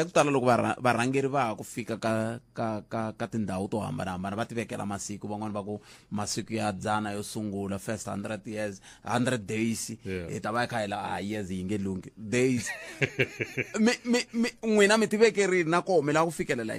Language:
Tsonga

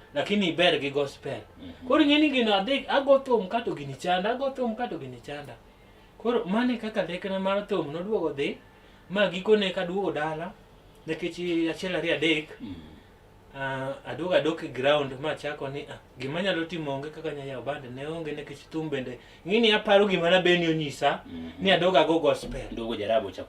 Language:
Luo (Kenya and Tanzania)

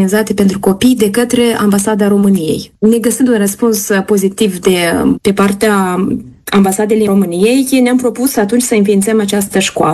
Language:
Romanian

